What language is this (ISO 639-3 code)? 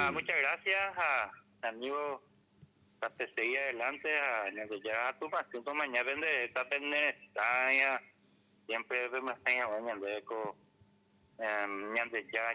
grn